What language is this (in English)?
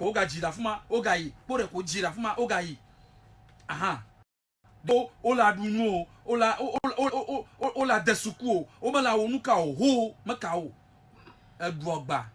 Ewe